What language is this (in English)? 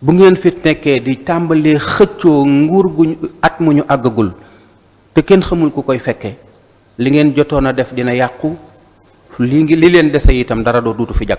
Wolof